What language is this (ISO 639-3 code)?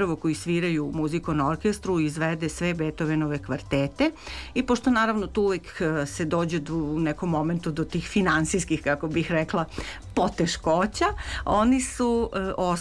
srp